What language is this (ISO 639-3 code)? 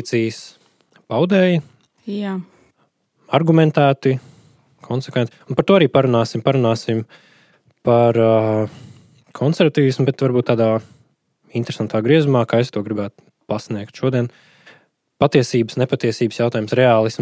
lav